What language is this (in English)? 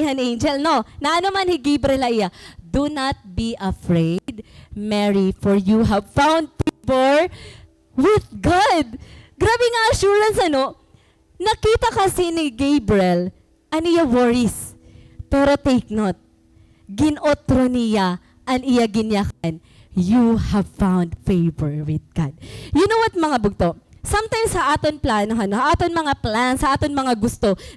Waray